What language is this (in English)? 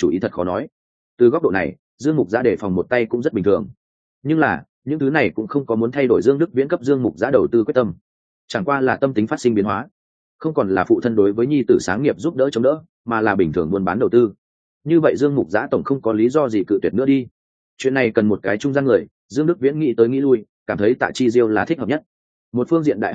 Vietnamese